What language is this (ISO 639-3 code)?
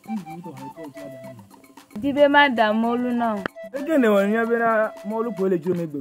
ewe